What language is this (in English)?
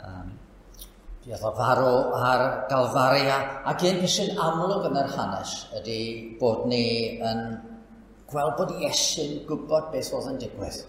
Welsh